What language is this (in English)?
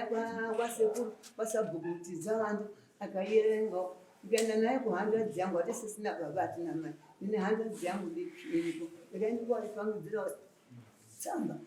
Shona